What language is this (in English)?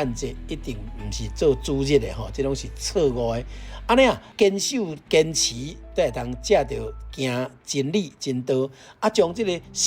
Min Nan Chinese